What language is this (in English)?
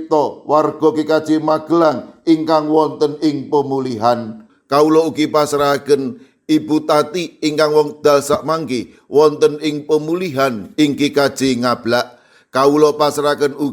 Javanese